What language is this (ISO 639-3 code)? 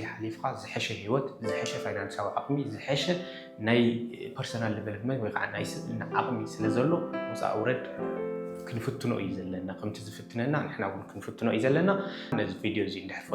tir